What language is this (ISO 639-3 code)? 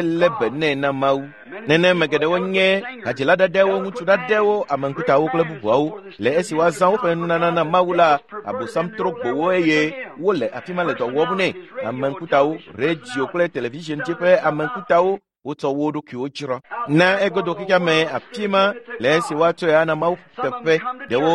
ewe